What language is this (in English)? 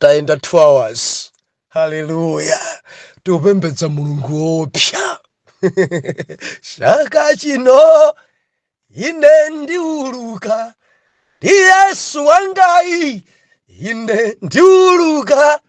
Nyanja